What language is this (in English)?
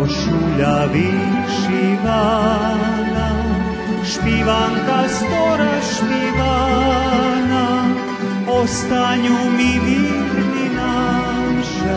Rusyn